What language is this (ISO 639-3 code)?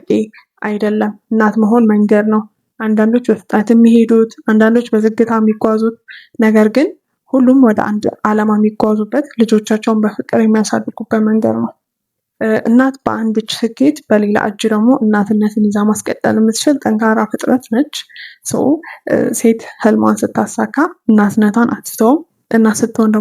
amh